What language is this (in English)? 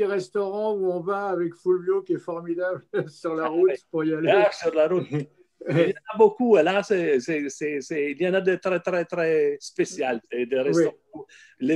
French